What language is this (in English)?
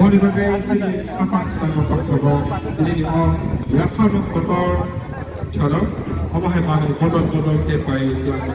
Kok Borok